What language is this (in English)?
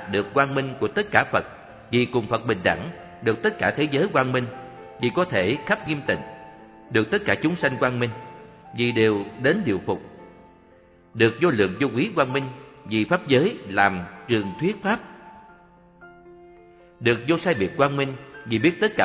Vietnamese